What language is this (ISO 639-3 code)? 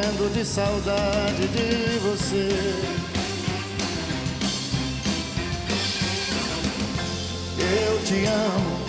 por